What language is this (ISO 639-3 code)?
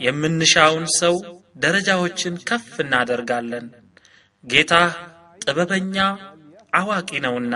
amh